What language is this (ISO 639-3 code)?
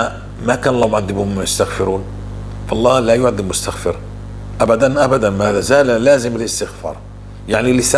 apc